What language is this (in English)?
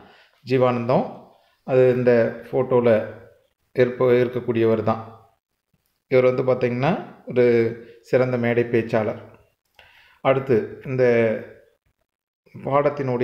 Tamil